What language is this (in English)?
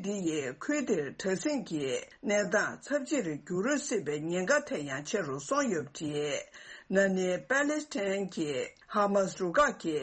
Tibetan